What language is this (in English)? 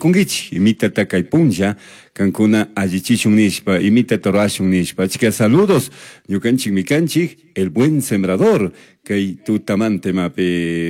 Chimborazo Highland Quichua